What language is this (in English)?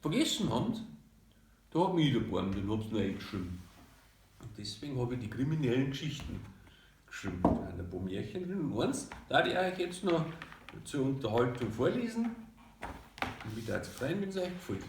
Bavarian